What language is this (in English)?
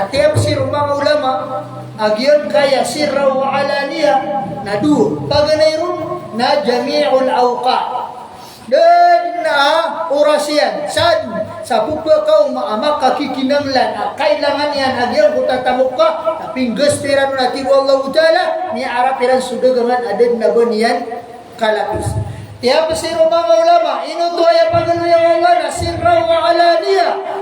Maranao